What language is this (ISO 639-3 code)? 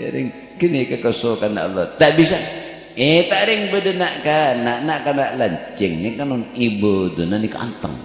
mad